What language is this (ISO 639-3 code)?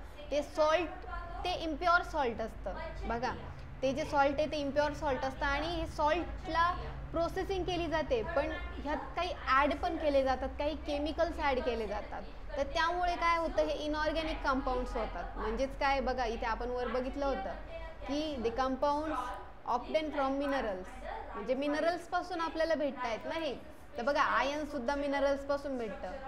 mar